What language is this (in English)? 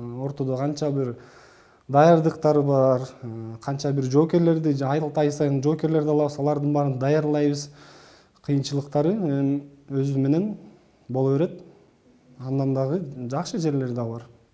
Kyrgyz